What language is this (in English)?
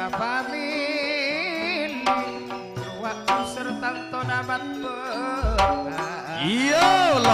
Madurese